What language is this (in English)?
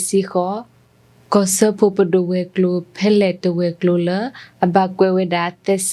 S'gaw Karen